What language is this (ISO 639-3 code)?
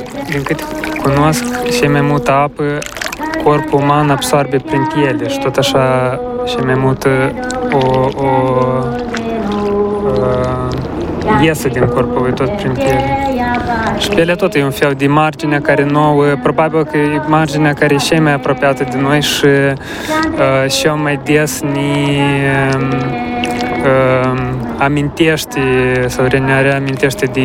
ron